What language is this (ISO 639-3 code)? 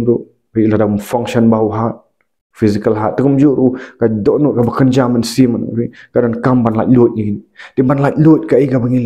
kha